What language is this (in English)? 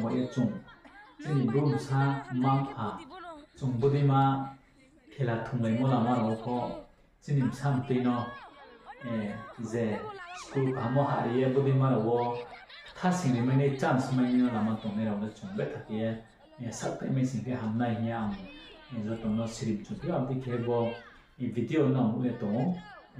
Riang (India)